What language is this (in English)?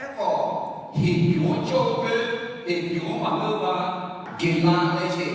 Akha